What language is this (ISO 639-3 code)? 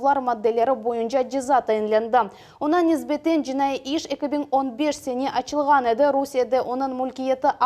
crh